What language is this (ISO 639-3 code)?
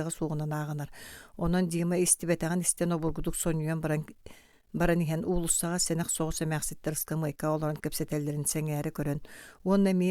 sah